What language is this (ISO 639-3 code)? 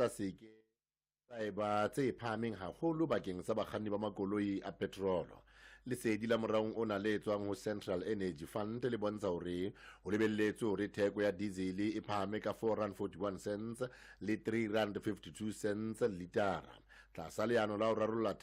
sot